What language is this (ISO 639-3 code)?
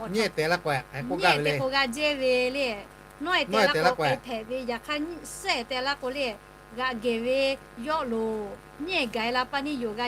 lhu